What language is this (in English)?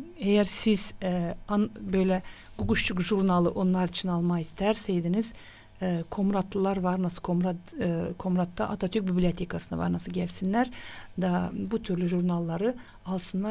Gagauz